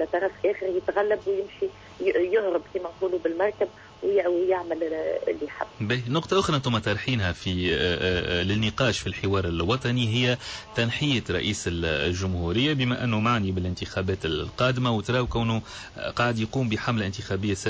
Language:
Tunisian Arabic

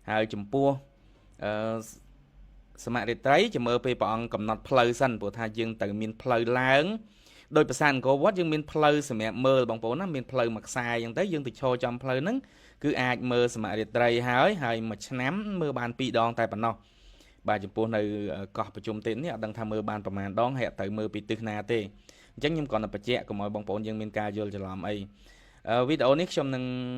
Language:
Khmer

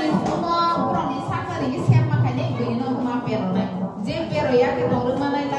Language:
Kok Borok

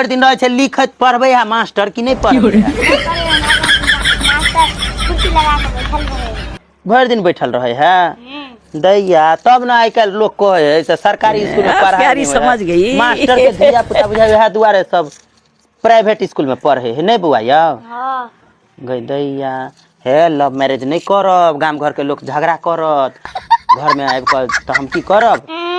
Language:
Maithili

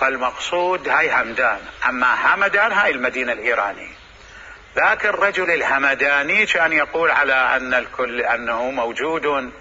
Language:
Mesopotamian Arabic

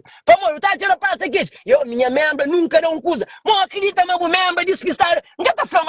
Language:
Kabuverdianu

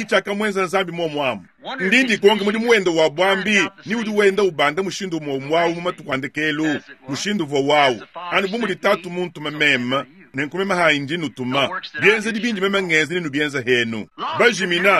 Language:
Luba-Lulua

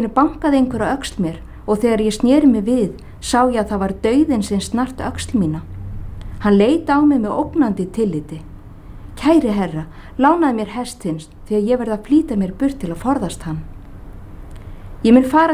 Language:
Icelandic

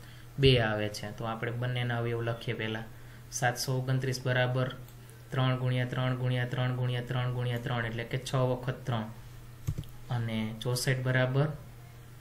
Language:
Gujarati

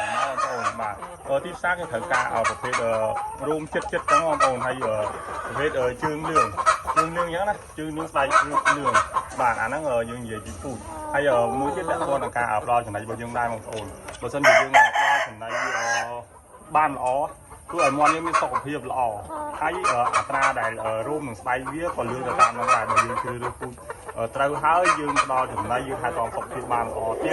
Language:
Khmer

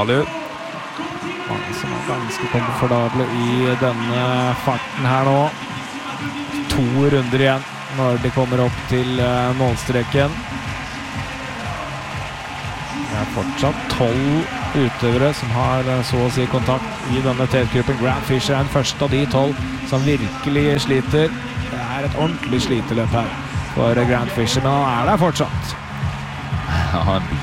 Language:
Norwegian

